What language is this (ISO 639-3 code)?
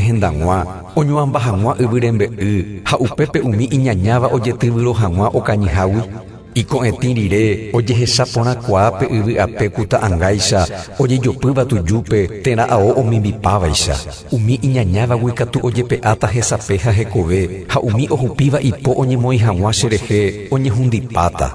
grn